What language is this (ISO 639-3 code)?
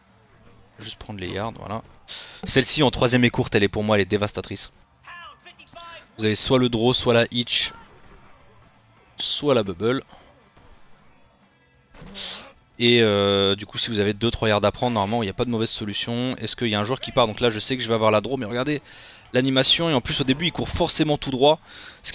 fra